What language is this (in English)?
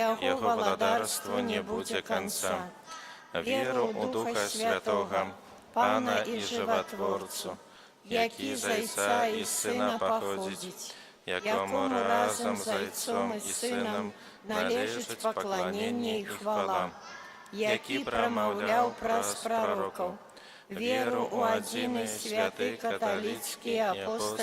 Belarusian